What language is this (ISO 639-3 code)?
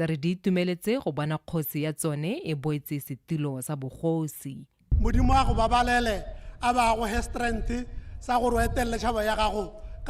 tsn